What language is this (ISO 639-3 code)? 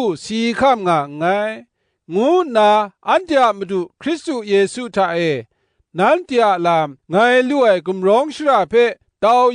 kac